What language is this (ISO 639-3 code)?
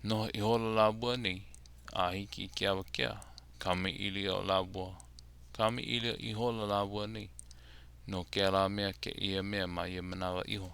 haw